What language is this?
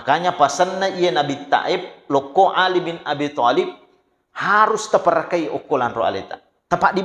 Buginese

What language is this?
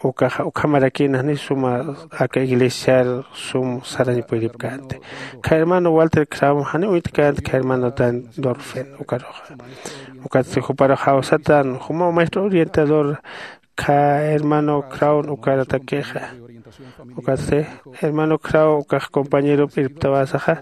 Aymara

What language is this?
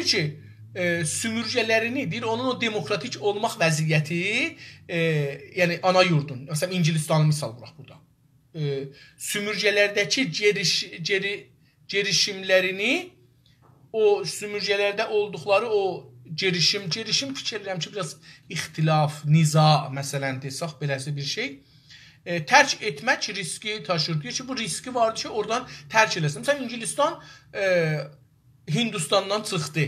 South Azerbaijani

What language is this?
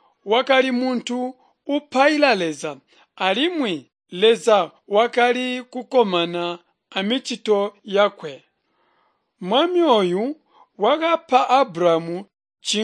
Tonga (Zambia)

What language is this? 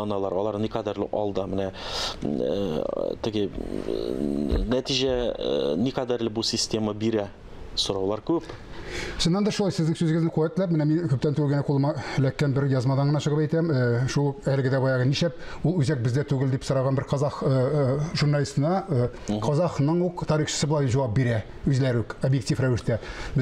Tatar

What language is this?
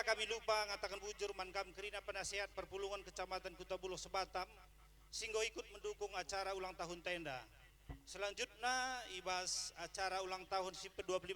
Batak Karo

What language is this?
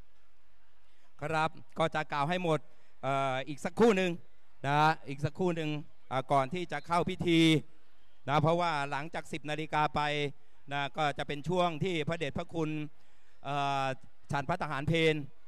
Thai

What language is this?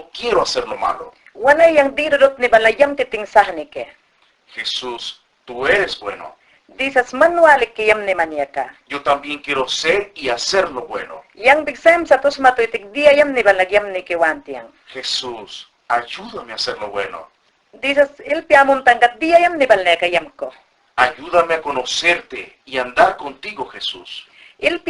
Mayangna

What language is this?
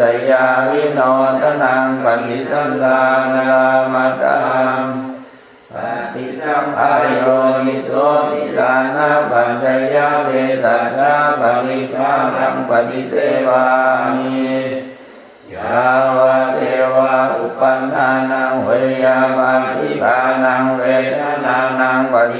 Pali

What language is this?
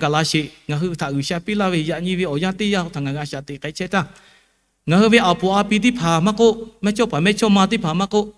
Lahu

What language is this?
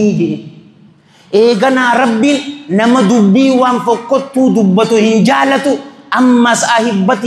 Oromo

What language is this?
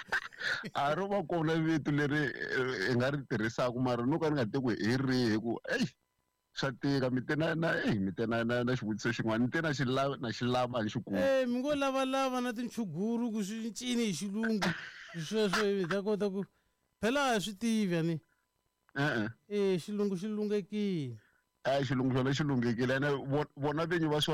Tsonga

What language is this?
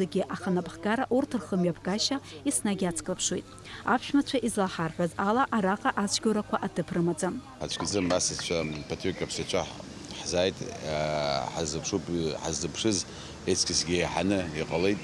Abkhazian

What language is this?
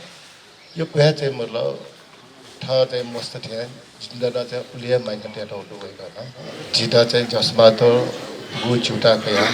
Newari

